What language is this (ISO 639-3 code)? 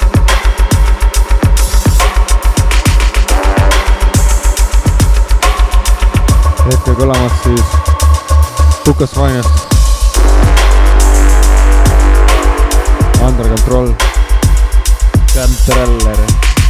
est